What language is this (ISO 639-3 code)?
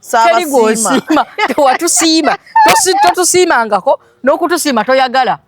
lug